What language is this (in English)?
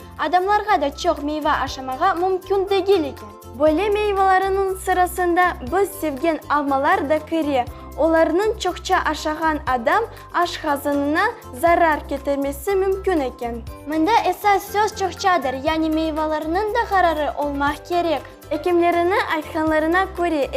Crimean Tatar